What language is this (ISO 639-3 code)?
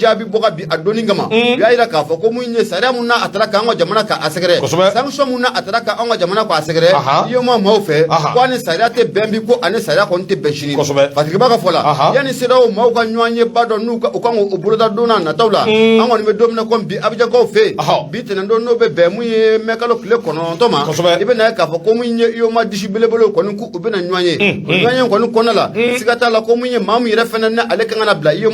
bam